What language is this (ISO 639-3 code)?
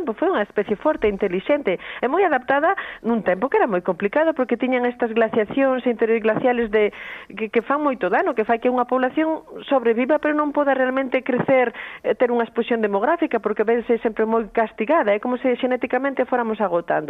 glg